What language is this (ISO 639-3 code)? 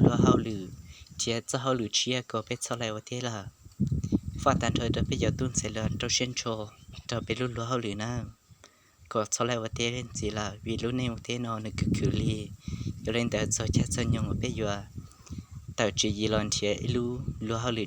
hmn